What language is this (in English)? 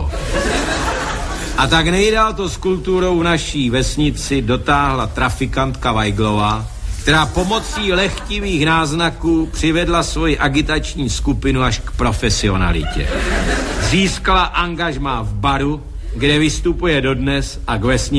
Czech